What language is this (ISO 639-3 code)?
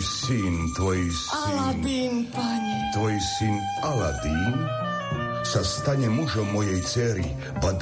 slk